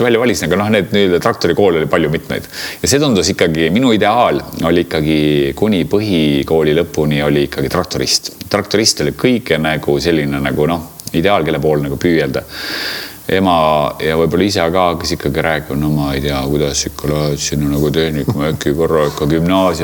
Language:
Estonian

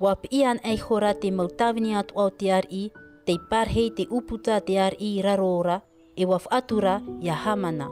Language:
Tahitian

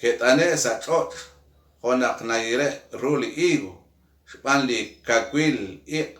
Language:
Kekchí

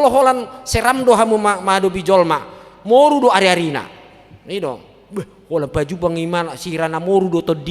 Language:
Batak Toba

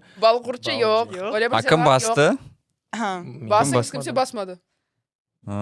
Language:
Crimean Tatar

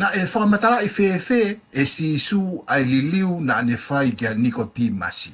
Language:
Tongan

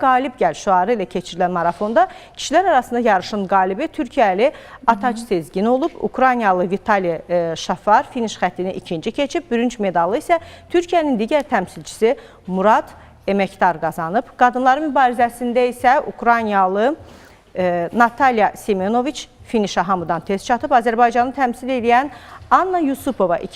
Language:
Azerbaijani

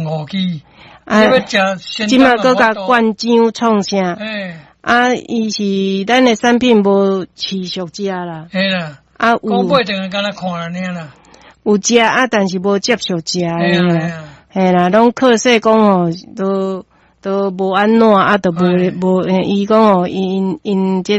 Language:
Min Nan Chinese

